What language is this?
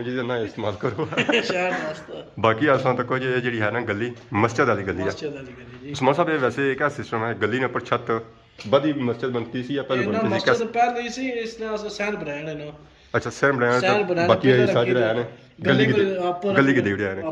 Pahari-Potwari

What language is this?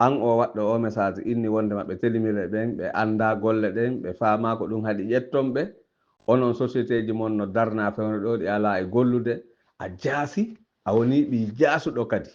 Fula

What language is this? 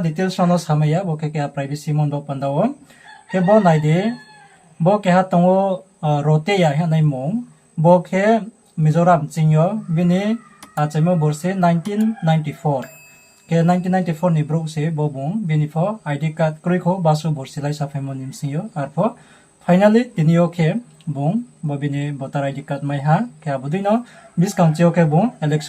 Riang (India)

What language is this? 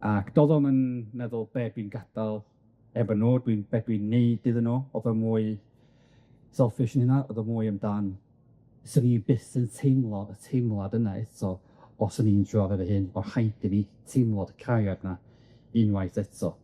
Welsh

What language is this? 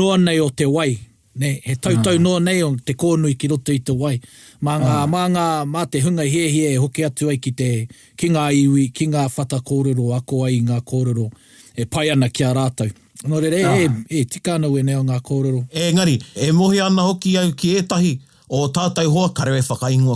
Māori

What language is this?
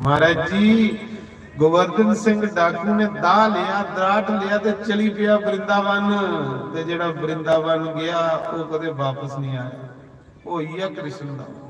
Dogri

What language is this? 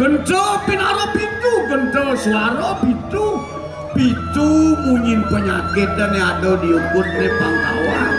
Balinese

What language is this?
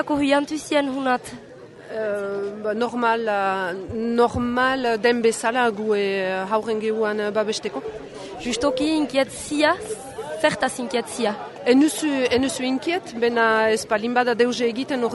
Basque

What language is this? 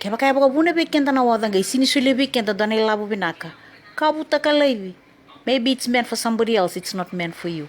Fijian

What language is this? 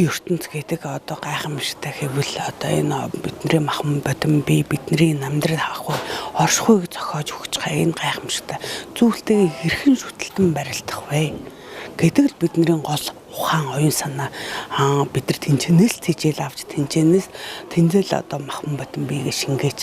Mongolian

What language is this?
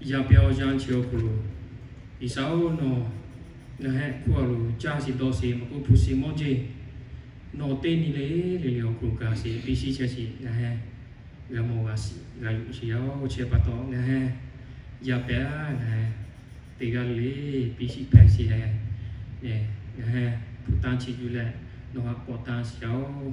Lahu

